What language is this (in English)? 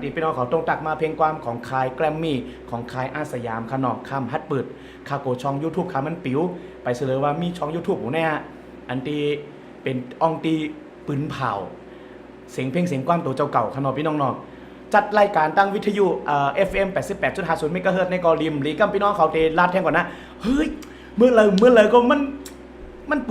Shan